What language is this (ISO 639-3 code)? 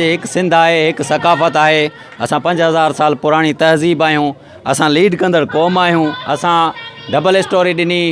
snd